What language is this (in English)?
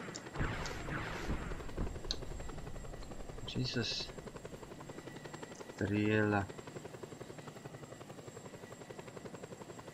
Slovak